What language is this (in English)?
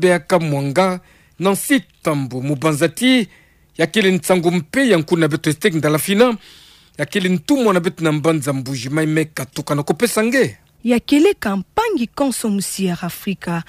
Kituba (Democratic Republic of Congo)